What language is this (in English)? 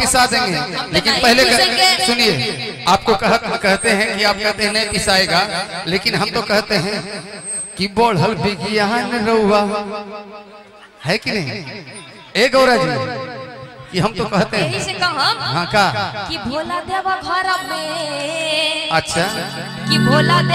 Bhojpuri